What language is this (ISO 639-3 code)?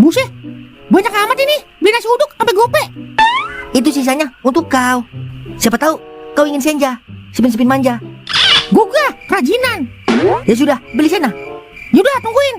bew